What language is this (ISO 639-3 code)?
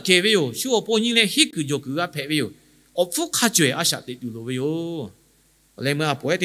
lhu